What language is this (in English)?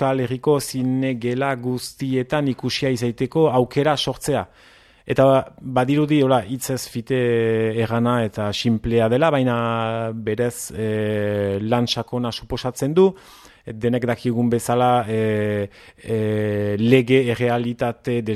Basque